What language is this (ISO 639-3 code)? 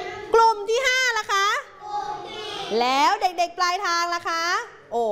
tha